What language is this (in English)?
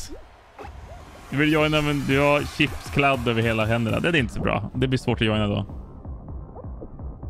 Swedish